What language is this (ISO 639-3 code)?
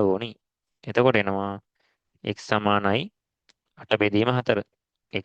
sin